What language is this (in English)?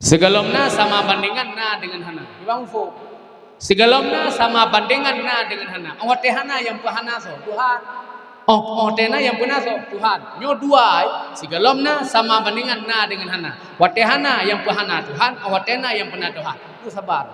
Achinese